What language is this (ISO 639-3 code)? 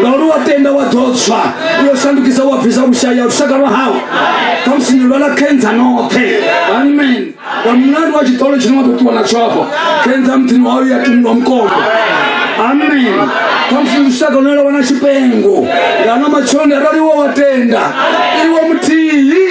ven